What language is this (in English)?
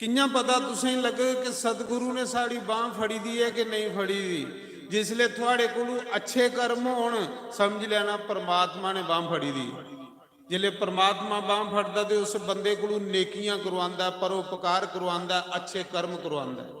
Dogri